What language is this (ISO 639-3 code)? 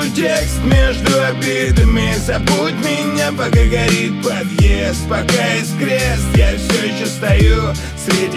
rus